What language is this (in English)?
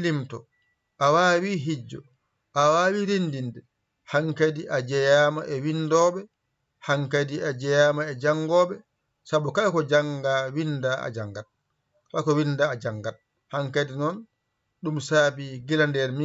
Fula